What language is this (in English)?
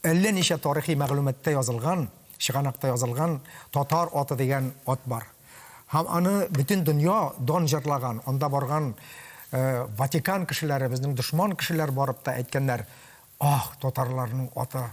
Tatar